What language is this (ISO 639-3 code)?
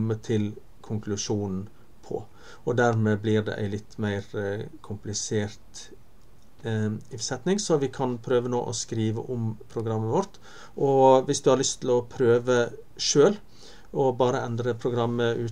nor